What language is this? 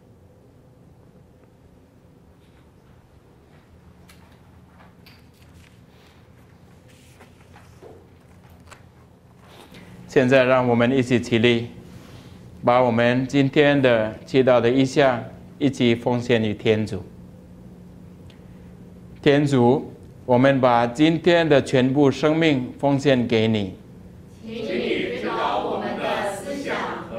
Chinese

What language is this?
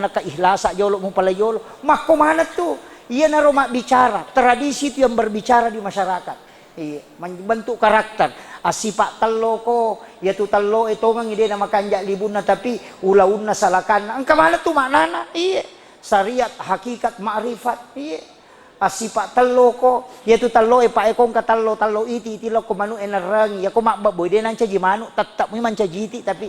Buginese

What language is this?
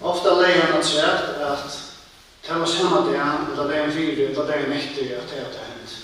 Faroese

